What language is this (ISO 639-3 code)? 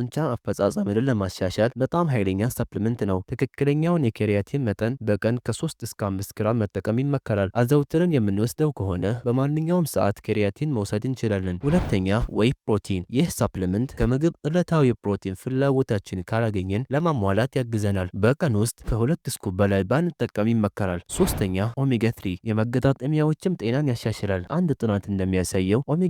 amh